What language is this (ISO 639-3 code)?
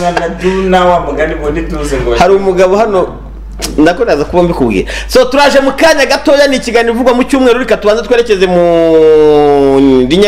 kin